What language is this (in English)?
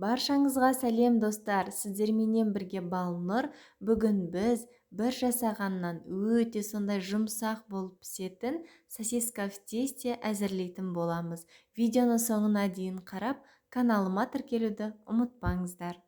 Kazakh